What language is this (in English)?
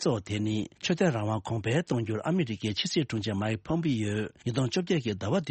Tibetan